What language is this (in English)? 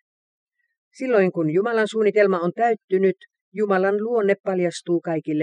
Finnish